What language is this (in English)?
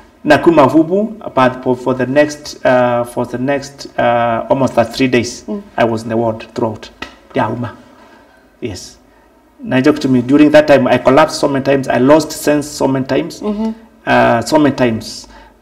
Kamba